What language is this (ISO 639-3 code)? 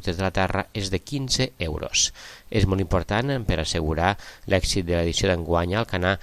cat